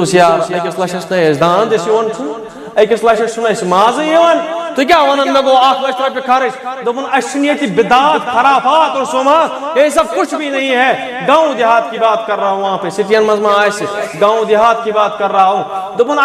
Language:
Kashmiri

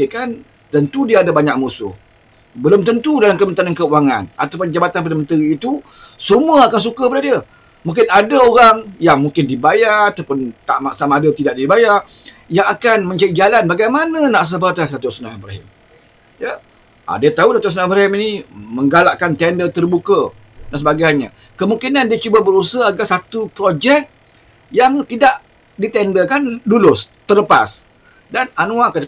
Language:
Malay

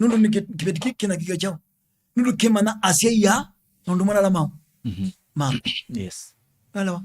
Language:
Kamba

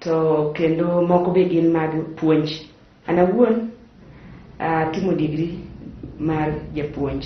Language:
Luo (Kenya and Tanzania)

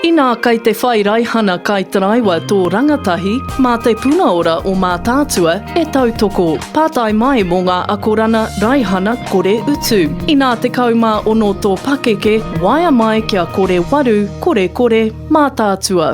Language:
Māori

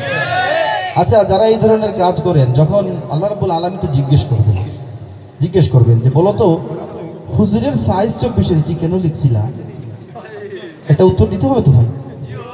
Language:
Bangla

